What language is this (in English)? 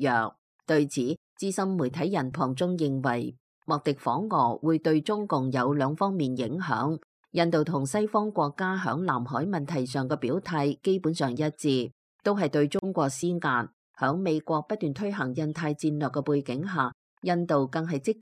Cantonese